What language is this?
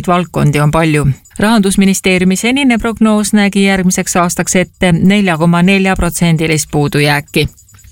Estonian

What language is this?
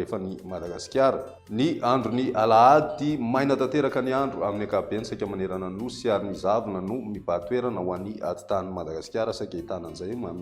Malagasy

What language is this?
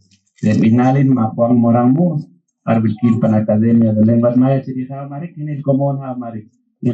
Poqomchi'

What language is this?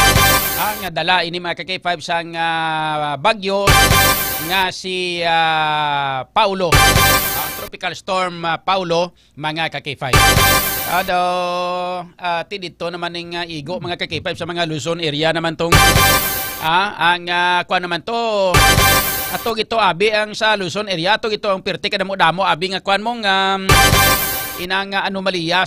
Hiligaynon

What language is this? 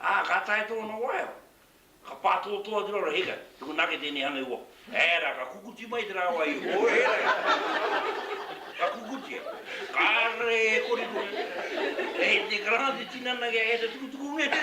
Māori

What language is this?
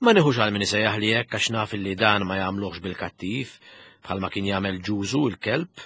Maltese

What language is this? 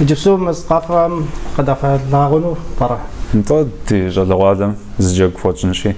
Kabardian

